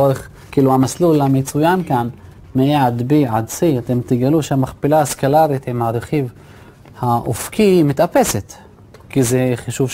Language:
Hebrew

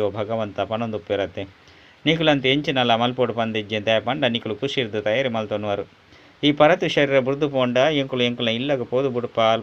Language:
Tulu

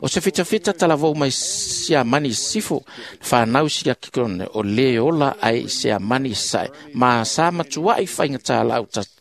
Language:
Samoan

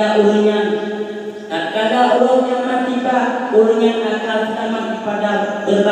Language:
Achinese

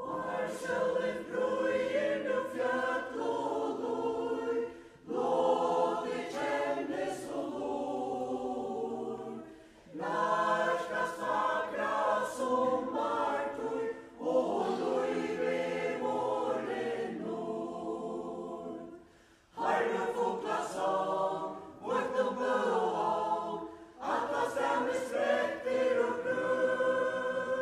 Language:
Faroese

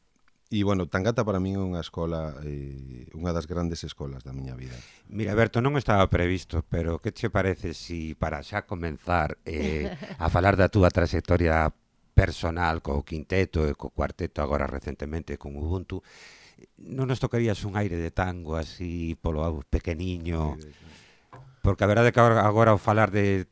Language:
Galician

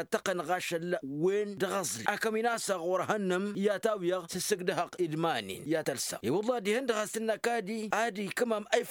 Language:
Tamasheq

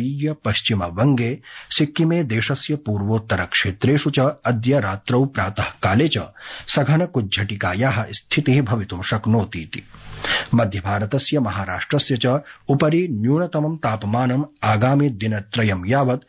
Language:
Sanskrit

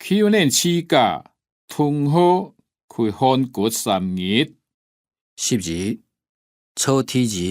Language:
Hakka Chinese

